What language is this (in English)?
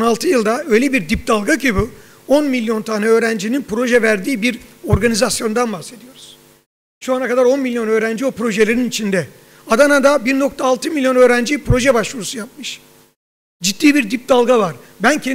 Turkish